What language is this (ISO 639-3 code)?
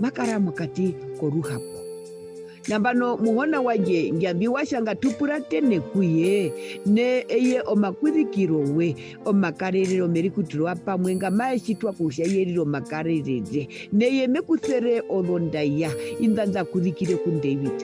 her